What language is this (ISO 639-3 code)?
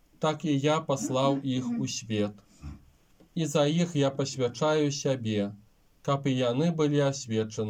bel